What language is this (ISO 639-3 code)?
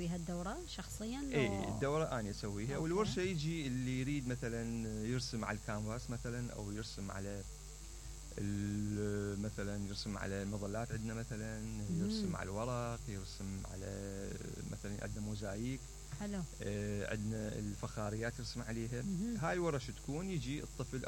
acm